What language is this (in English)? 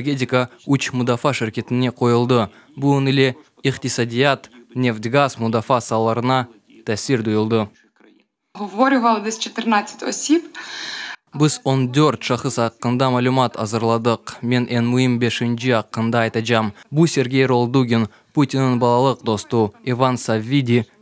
Crimean Tatar